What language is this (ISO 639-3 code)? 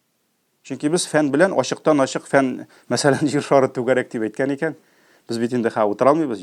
tat